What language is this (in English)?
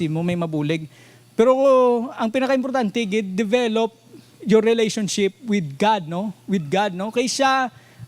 Hiligaynon